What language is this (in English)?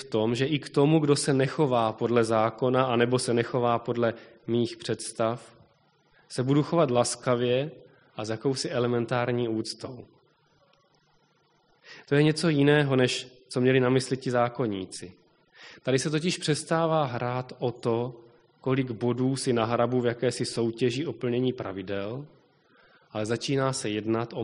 Czech